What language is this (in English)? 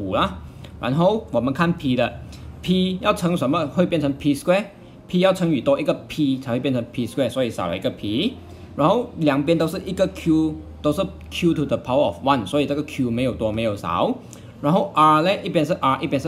Chinese